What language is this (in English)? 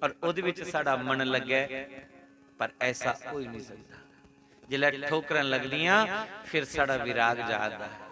Dogri